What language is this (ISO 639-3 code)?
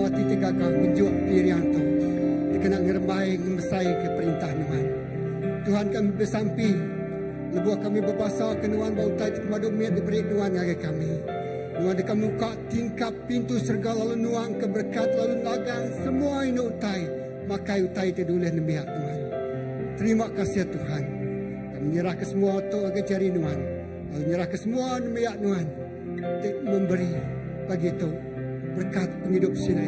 iba